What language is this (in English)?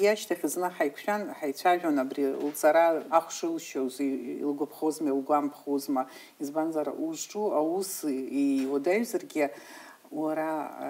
Abkhazian